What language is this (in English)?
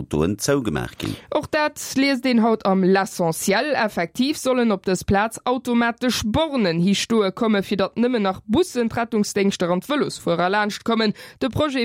Luxembourgish